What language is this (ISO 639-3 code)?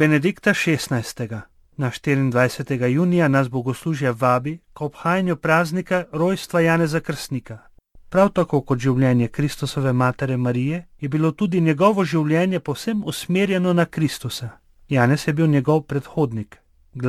slv